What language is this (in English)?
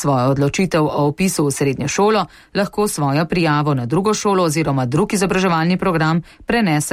Slovenian